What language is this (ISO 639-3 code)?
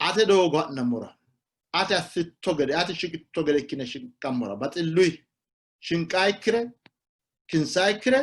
sid